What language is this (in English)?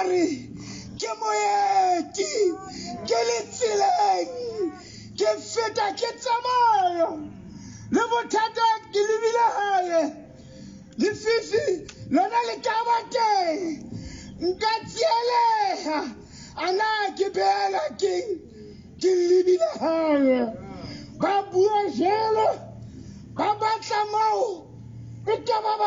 Southern Sotho